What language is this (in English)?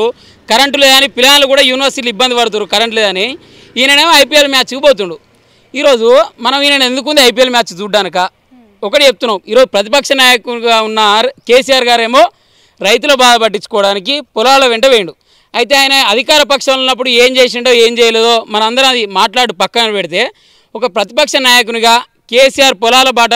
Telugu